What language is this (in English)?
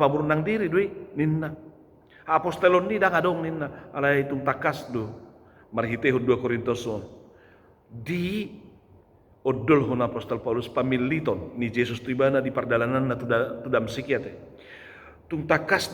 Batak Toba